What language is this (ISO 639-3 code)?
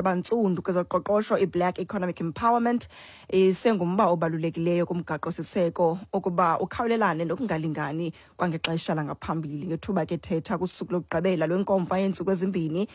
xho